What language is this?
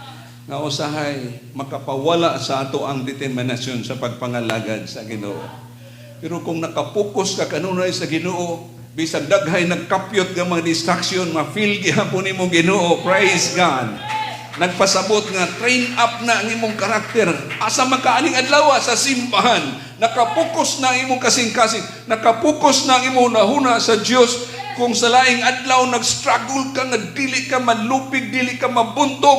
Cebuano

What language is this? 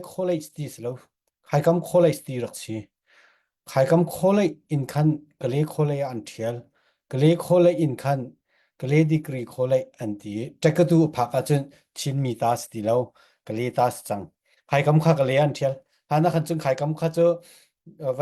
Falam Chin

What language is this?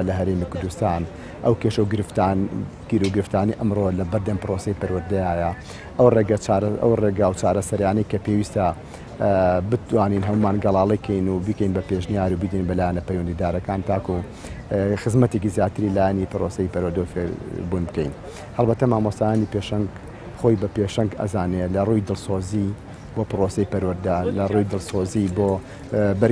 Central Kurdish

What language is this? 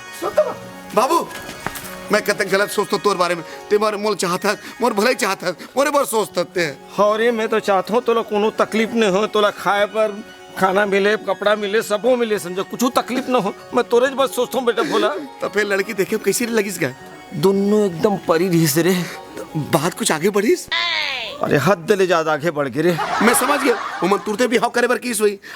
Chhattisgarhi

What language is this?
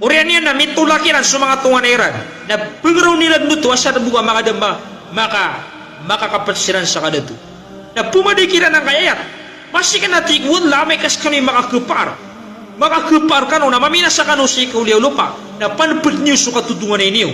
Maranao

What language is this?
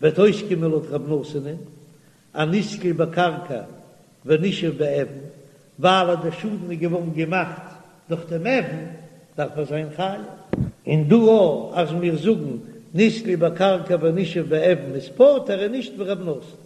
Yiddish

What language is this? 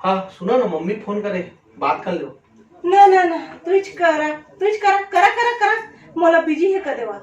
Chhattisgarhi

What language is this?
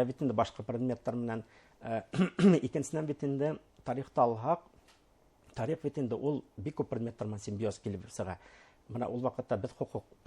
Bashkir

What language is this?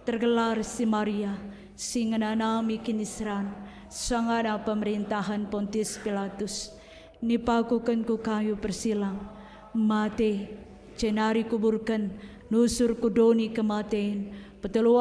Batak Karo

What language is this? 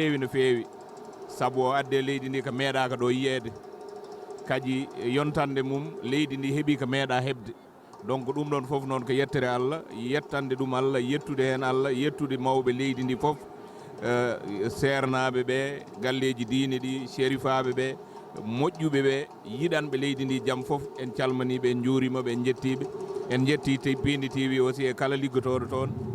Fula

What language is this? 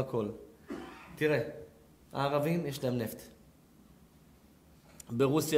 Hebrew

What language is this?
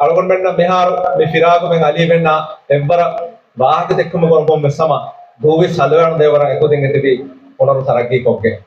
Divehi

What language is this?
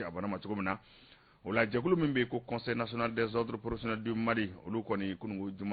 Bambara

